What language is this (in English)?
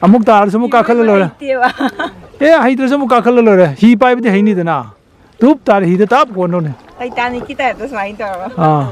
Manipuri